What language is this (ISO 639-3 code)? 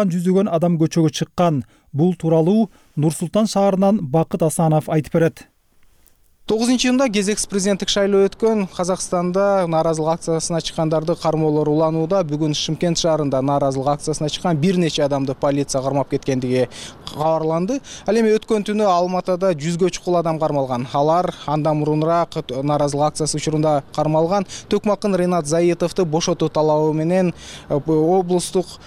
kir